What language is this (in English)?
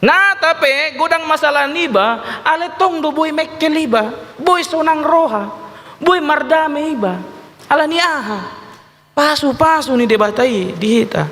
Batak Toba